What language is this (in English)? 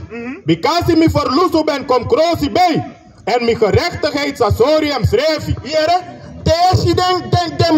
Sranan Tongo